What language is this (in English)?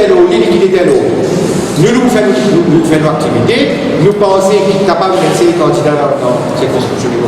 Morisyen